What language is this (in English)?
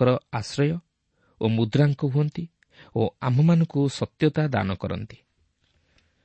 Odia